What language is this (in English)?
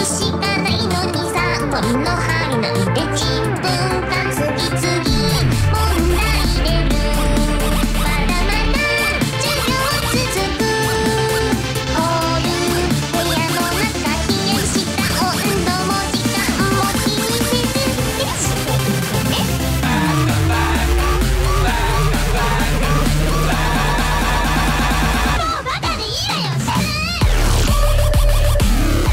Japanese